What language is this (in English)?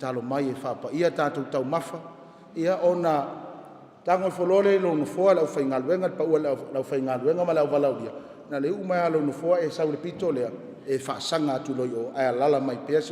Samoan